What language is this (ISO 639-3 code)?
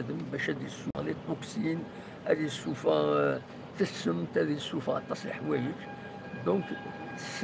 kab